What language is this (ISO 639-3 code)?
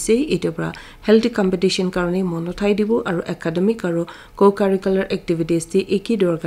nag